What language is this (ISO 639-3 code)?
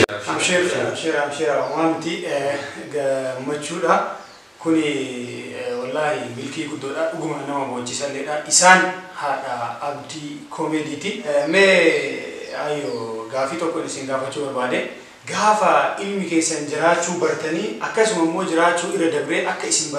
orm